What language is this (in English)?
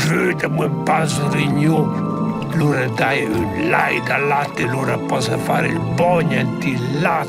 Romansh